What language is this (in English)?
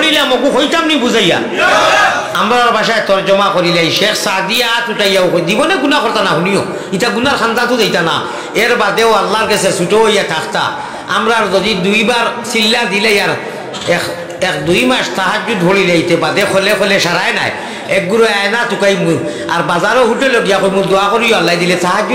Sylheti